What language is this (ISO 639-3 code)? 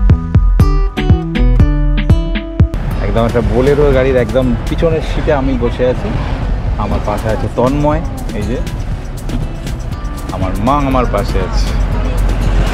ben